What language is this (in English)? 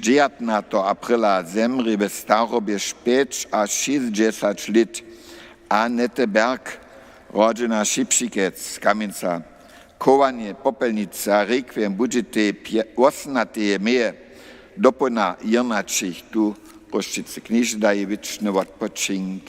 Upper Sorbian